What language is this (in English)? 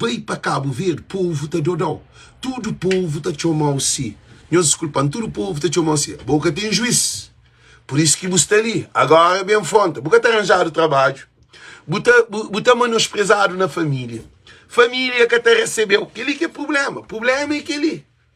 Kabuverdianu